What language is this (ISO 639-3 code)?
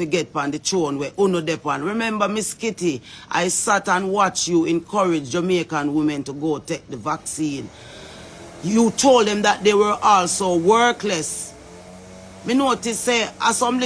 jam